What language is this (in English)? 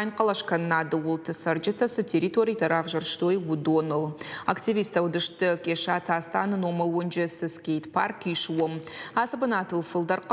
Ossetic